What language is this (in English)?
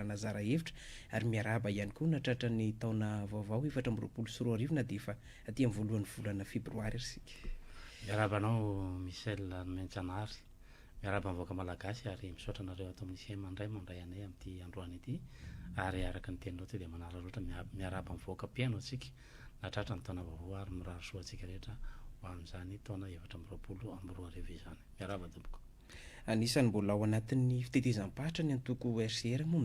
Malagasy